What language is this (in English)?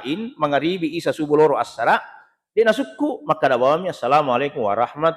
Buginese